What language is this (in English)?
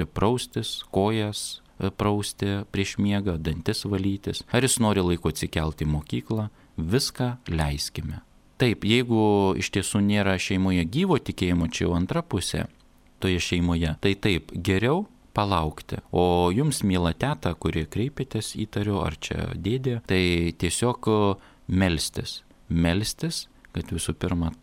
Lithuanian